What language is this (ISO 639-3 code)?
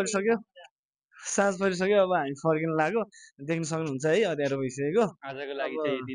nep